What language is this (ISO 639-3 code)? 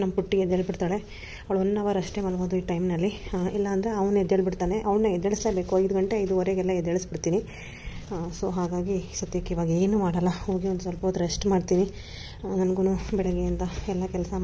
kan